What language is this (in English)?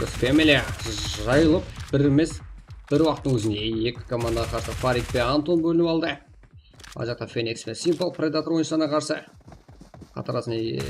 Kara-Kalpak